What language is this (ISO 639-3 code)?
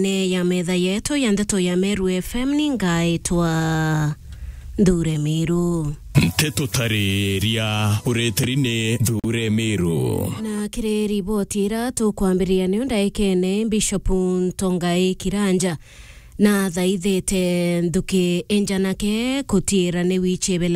mer